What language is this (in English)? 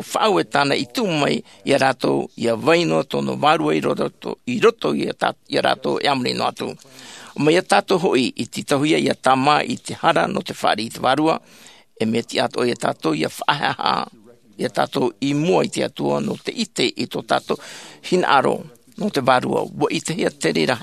Tahitian